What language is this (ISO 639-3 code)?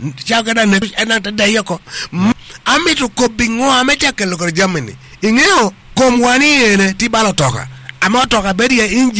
ach